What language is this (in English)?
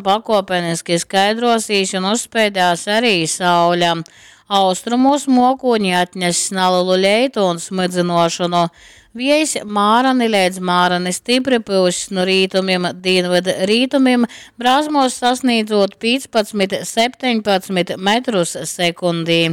Latgalian